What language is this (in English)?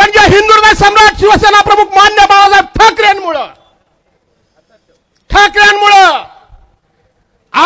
Marathi